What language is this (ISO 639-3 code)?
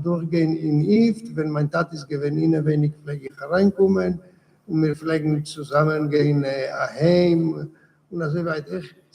yid